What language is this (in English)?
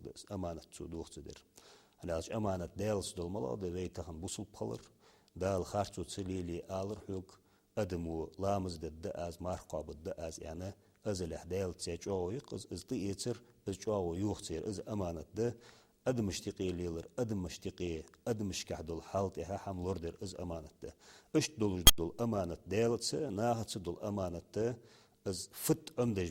Ingush